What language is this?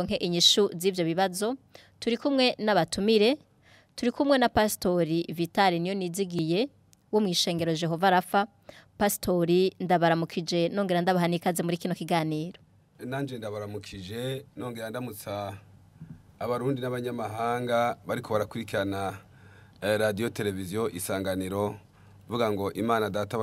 Rundi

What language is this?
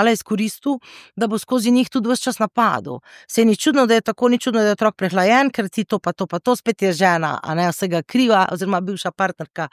Slovenian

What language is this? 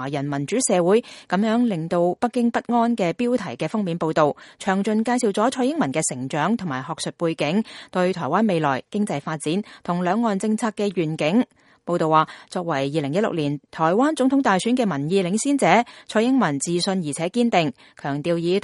Cantonese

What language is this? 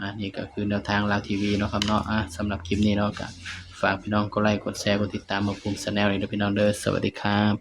Northeastern Thai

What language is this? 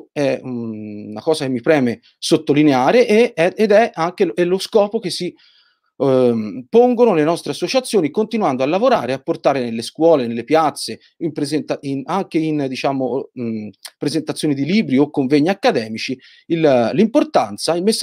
Italian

